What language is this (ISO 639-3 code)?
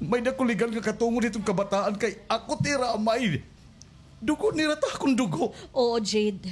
war